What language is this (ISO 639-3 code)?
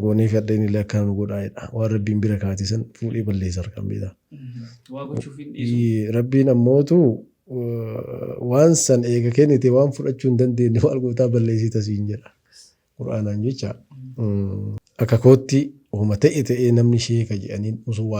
orm